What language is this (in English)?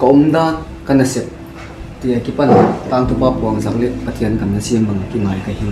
Paite Chin